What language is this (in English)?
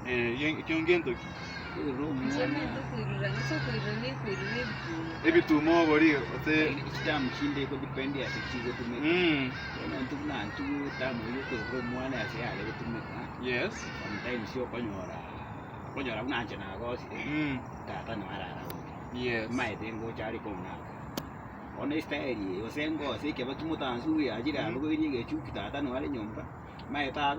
Gusii